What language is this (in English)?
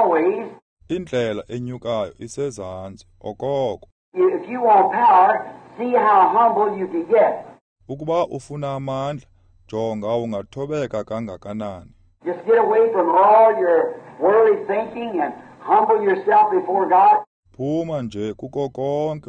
Xhosa